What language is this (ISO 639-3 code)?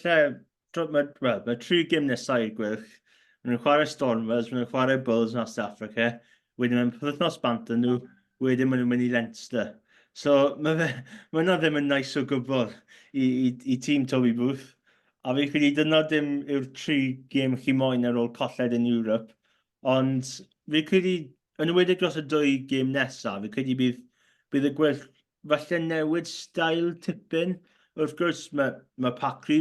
cym